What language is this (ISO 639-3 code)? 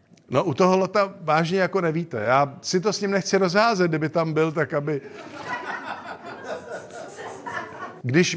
ces